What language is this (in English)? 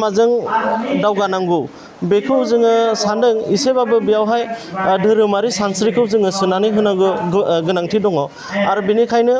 Bodo